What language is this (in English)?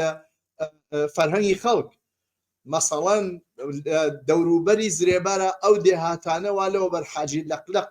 Central Kurdish